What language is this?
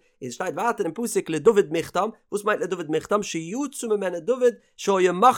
Yiddish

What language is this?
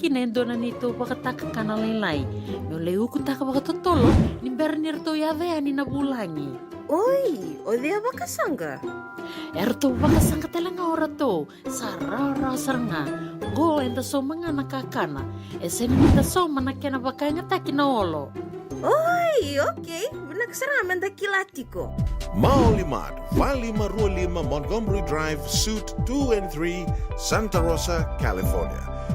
Fijian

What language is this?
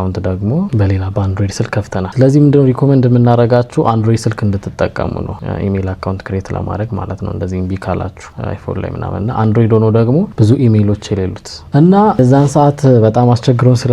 Amharic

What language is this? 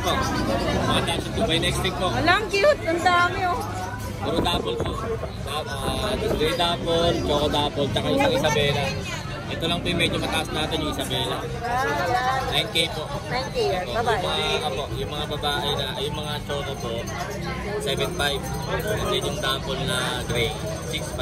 Filipino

